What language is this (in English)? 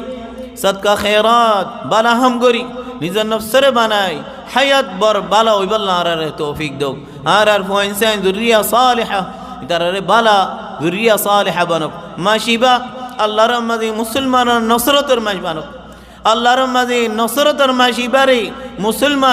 Rohingya